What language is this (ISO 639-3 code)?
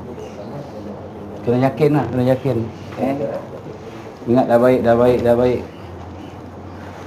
msa